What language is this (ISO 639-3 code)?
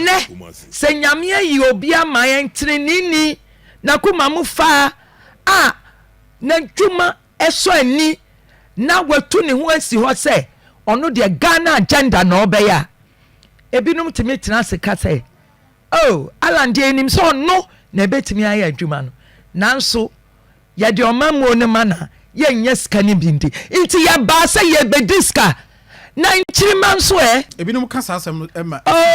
aka